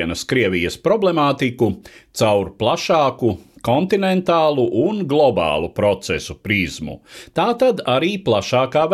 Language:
Latvian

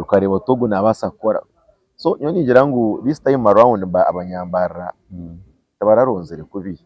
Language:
Nyankole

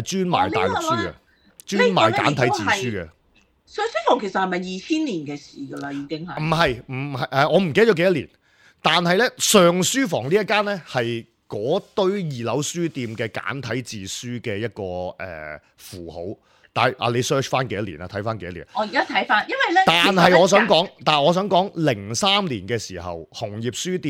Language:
Cantonese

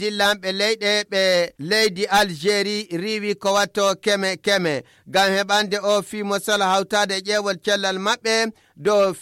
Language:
Fula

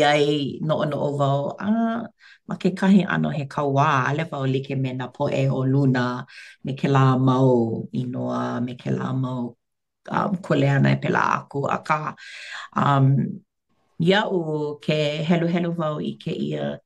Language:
Hawaiian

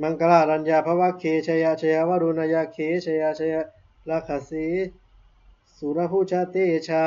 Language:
Pali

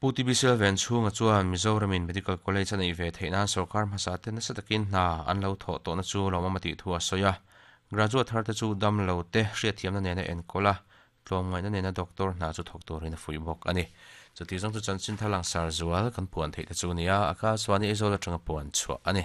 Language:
Mizo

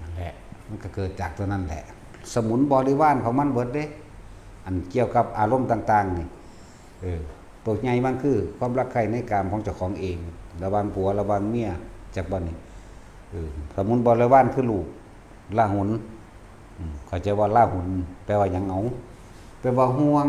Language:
Northeastern Thai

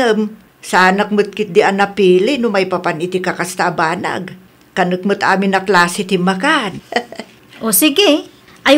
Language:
Iloko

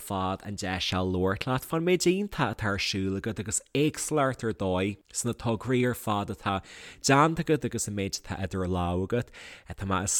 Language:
Irish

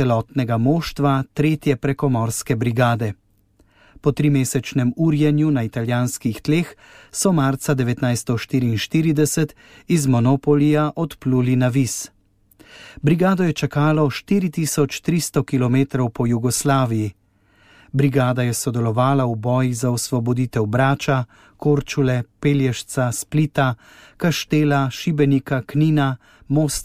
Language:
Slovenian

